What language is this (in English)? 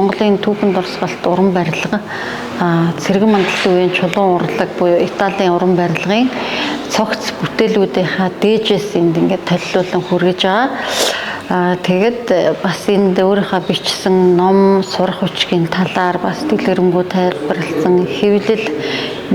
Mongolian